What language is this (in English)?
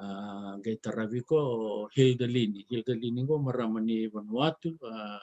Fijian